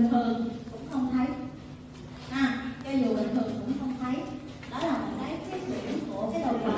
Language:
Vietnamese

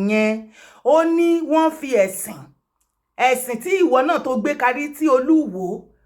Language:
Yoruba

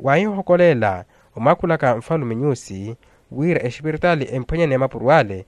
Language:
Makhuwa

